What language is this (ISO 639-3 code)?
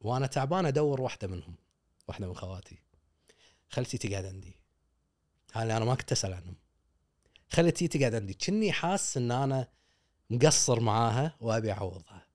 afb